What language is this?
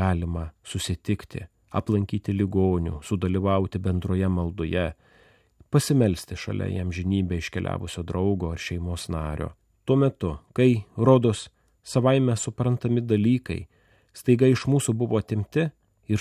Lithuanian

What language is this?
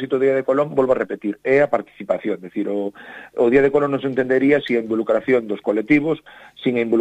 Galician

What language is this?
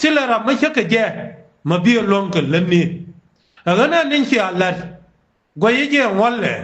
Nuer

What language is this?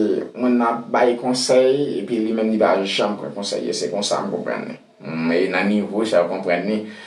Haitian Creole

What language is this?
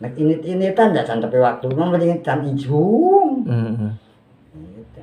Sundanese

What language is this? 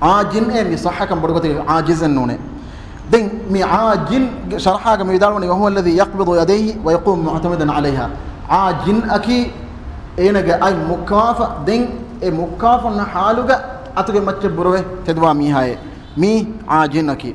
Divehi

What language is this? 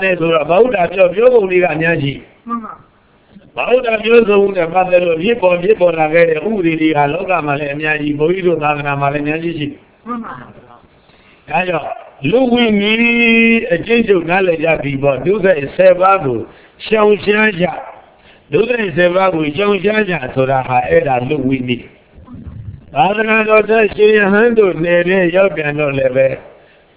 Burmese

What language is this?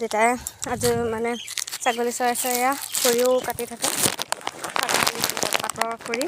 Assamese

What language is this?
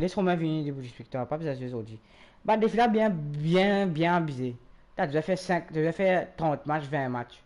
Morisyen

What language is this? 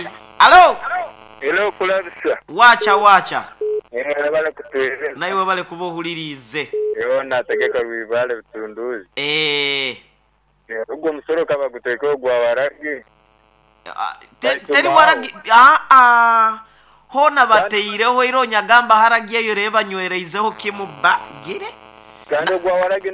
Nyoro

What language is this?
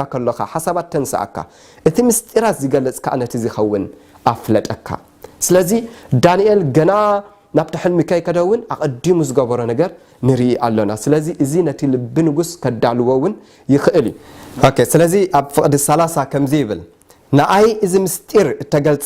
Tigrinya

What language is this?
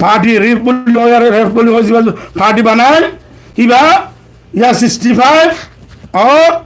Rohingya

